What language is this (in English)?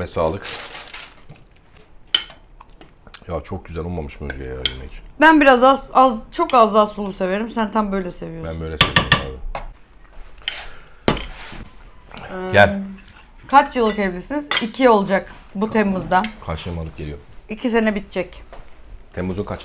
Turkish